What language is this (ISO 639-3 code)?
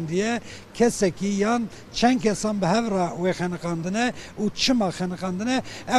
kur